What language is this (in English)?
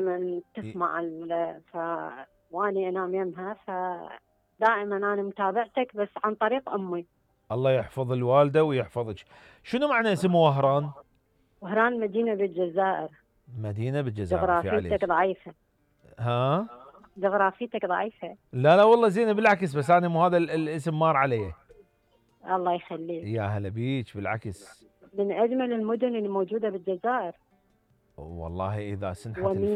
Mesopotamian Arabic